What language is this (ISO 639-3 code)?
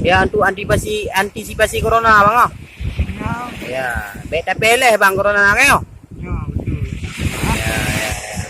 ace